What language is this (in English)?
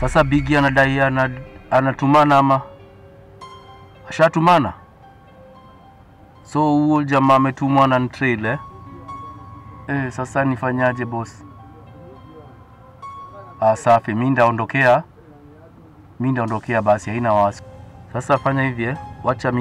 Swahili